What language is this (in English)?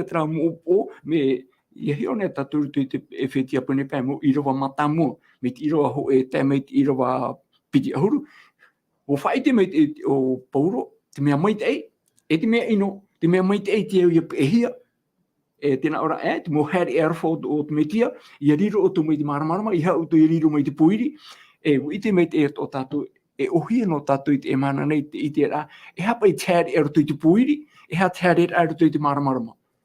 Tahitian